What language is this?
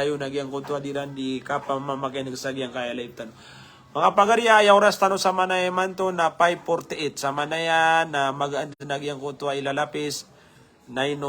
Maranao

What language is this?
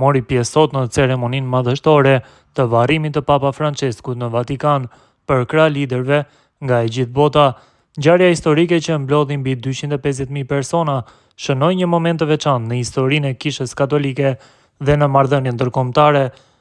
Albanian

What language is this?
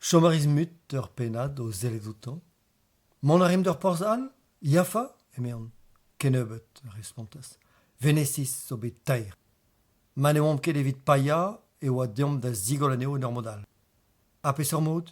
Breton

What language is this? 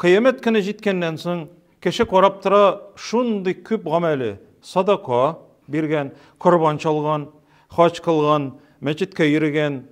Tatar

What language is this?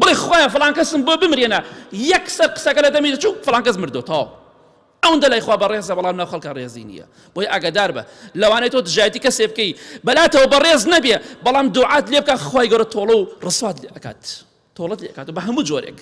Central Kurdish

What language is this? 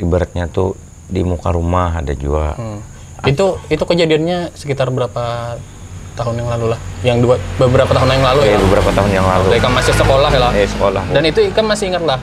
Banjar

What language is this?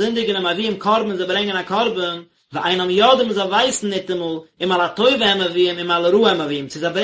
Yiddish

